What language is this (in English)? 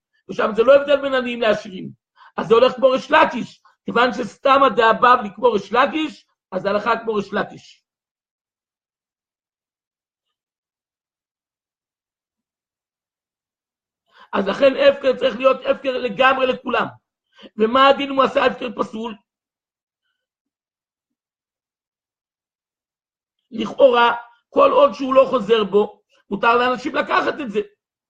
Hebrew